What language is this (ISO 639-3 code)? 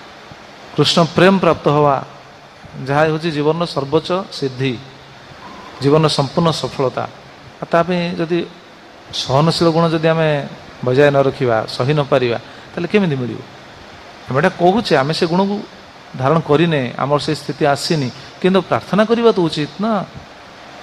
ori